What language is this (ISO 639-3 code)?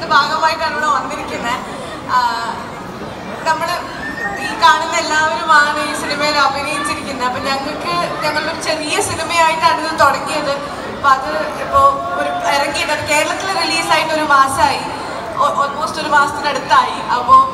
mal